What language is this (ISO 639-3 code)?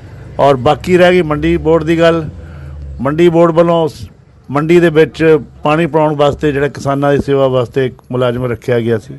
pan